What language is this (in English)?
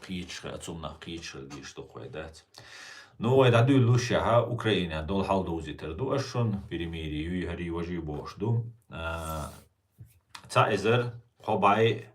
Chechen